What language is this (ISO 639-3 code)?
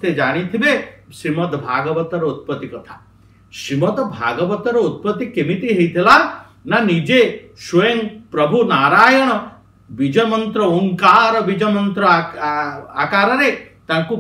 ori